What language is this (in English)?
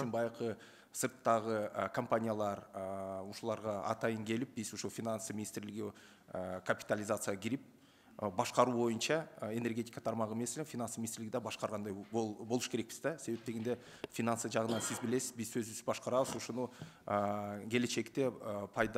Kyrgyz